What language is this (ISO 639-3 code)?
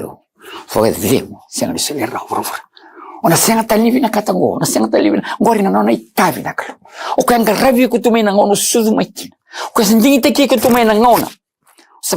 fij